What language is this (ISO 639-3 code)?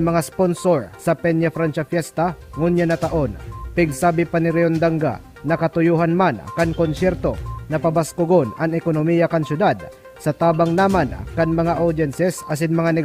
bik